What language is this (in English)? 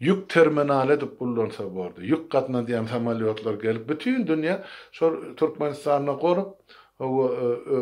Turkmen